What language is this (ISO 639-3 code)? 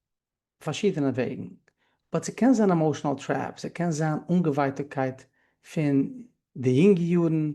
yid